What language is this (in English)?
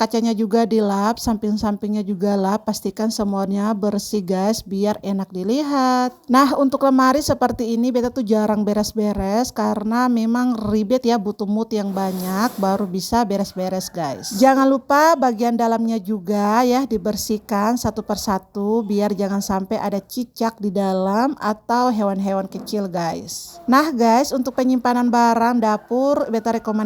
Ambonese Malay